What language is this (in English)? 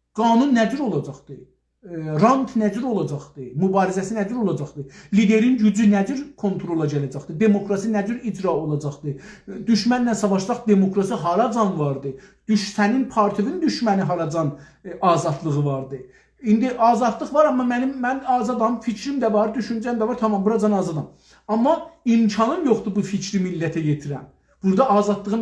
South Azerbaijani